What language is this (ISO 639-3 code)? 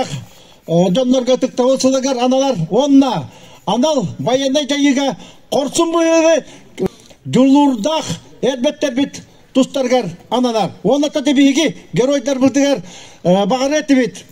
sah